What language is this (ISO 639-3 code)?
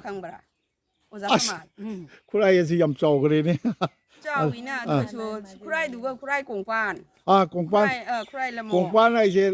mni